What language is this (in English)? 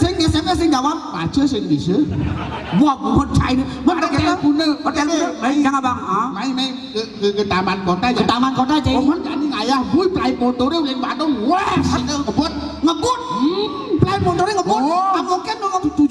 Balinese